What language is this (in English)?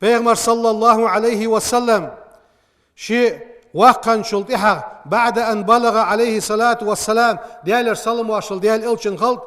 Ingush